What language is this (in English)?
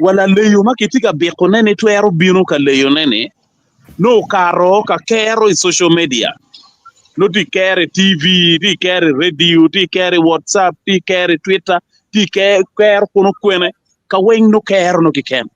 Acoli